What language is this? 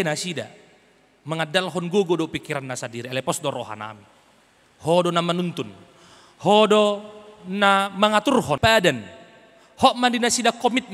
Batak Toba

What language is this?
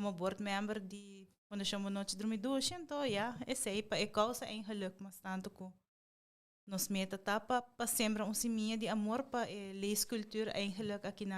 Papiamento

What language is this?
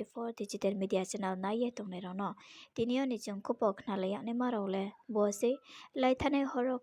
Riang (India)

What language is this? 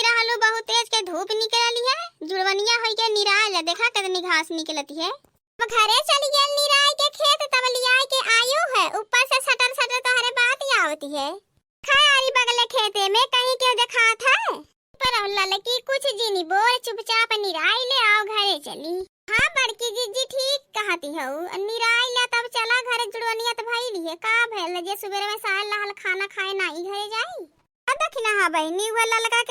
Awadhi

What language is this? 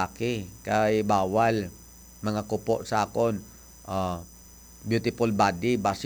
Hiligaynon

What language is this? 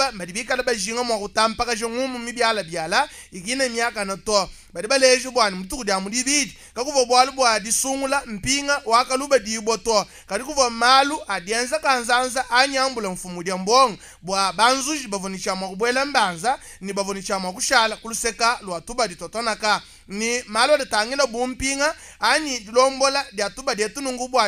Luba-Lulua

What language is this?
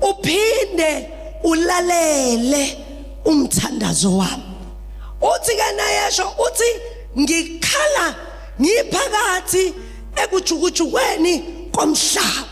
Zulu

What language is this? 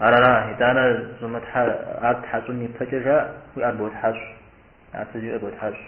Kabardian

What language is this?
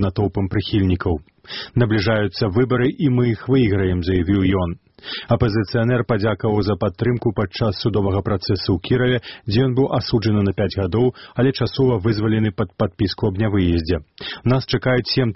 Belarusian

